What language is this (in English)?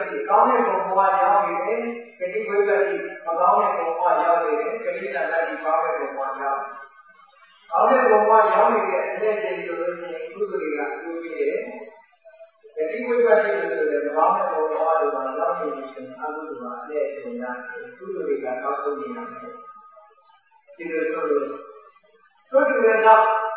Burmese